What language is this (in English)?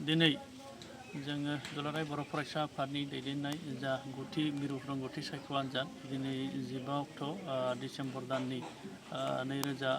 Bodo